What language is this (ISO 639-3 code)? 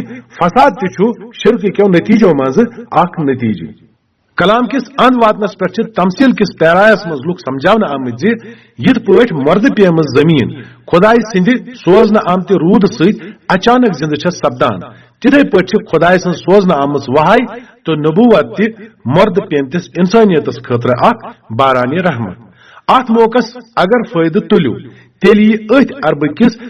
kas